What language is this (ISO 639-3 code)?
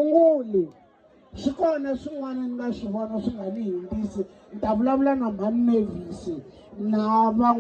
tso